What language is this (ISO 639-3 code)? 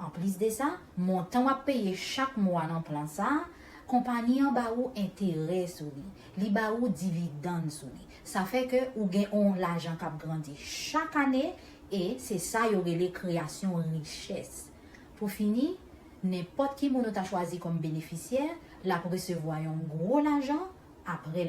hat